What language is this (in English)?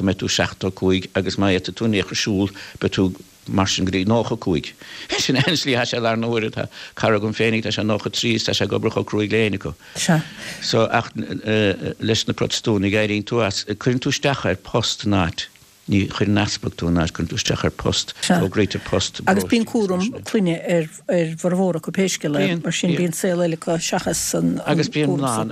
Irish